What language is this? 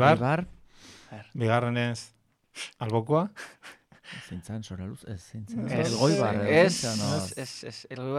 Basque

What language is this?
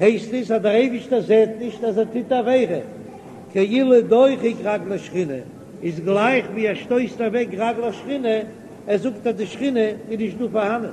Yiddish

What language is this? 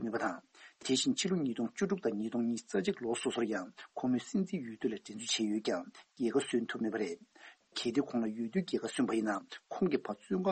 Tibetan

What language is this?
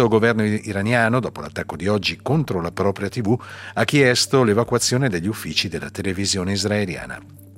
Italian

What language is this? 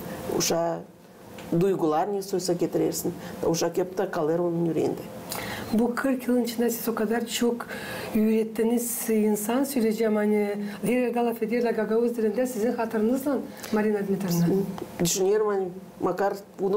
Gagauz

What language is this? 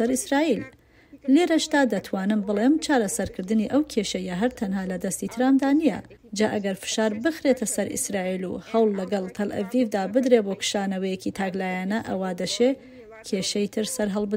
Central Kurdish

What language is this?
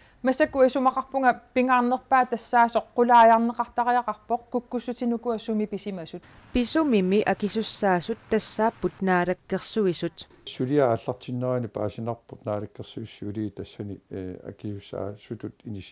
Kalaallisut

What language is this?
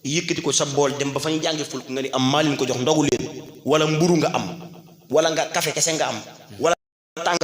Wolof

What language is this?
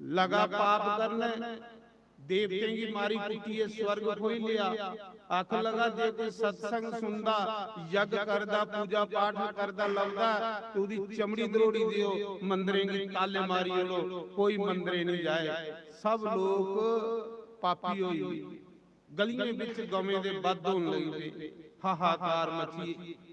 Dogri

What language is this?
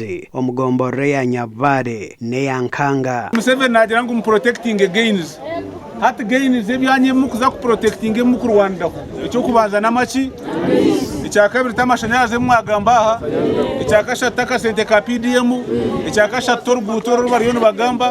Nyankole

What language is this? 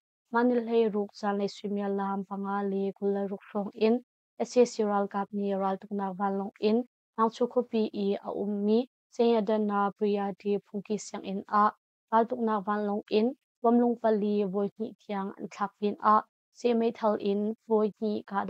Hakha Chin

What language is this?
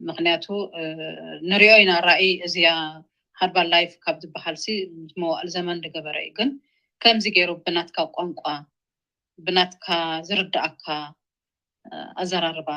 Tigrinya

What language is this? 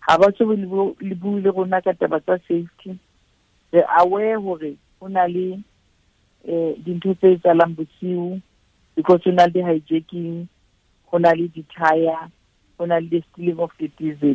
Southern Sotho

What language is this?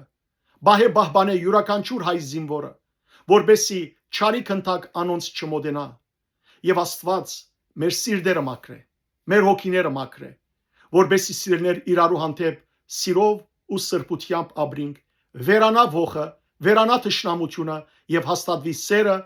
Western Armenian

